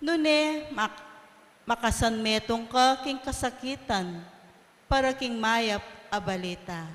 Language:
Pampanga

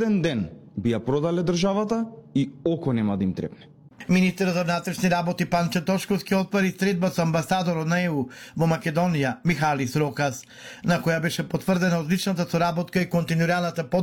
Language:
Macedonian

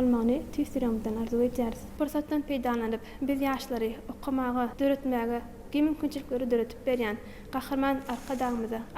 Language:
Turkmen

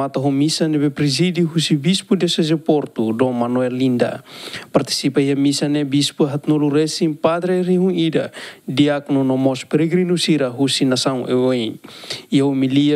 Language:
Tetum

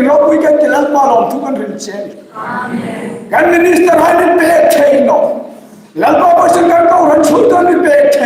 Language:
Hmar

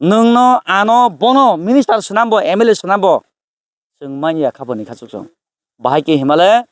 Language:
Kok Borok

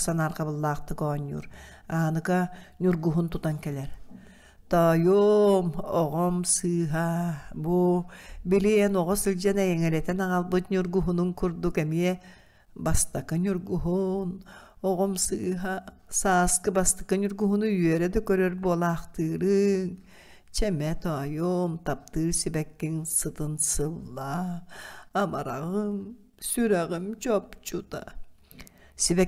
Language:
Yakut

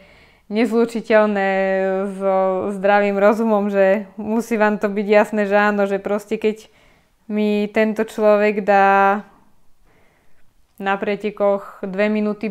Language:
Slovak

